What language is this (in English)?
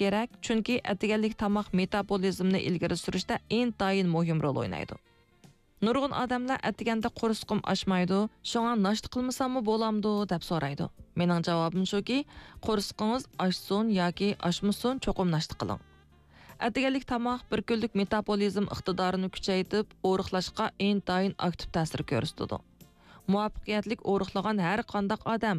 Uyghur